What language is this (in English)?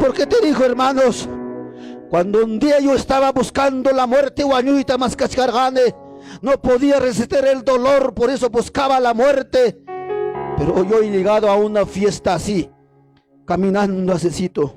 Ayacucho Quechua